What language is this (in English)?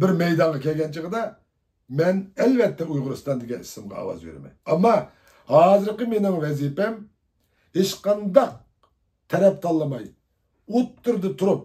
Uyghur